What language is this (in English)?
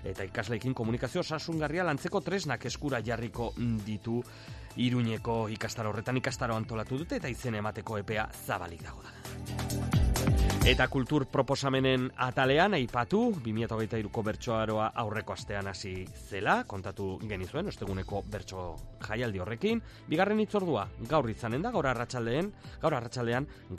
Basque